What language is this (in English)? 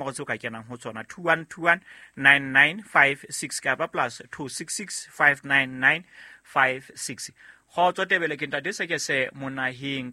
Southern Sotho